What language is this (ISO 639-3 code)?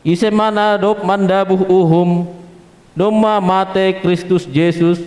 bts